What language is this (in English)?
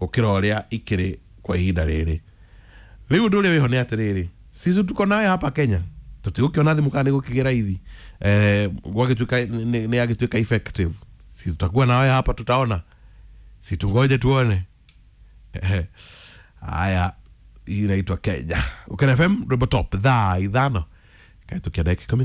Kikuyu